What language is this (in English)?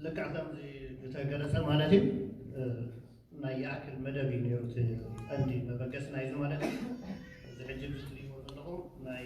Tigrinya